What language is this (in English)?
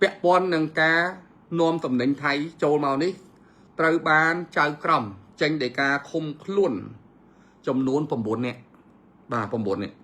Khmer